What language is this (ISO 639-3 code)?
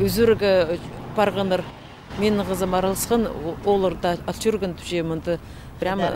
kjh